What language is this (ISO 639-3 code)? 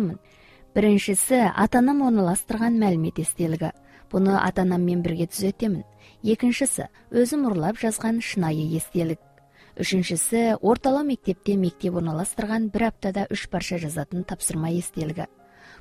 kaz